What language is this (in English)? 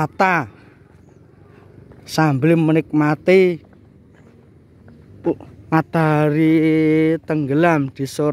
Indonesian